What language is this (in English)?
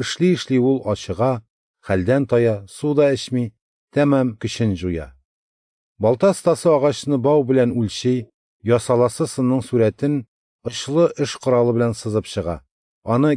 Tatar